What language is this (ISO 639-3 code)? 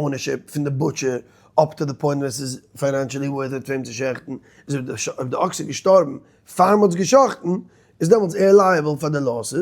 yid